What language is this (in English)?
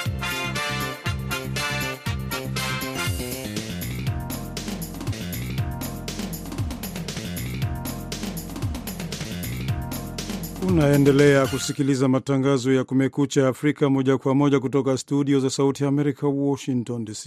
Swahili